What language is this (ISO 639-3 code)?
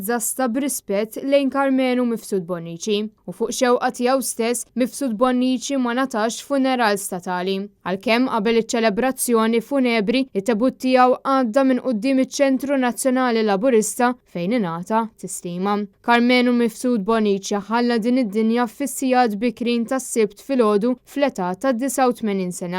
mlt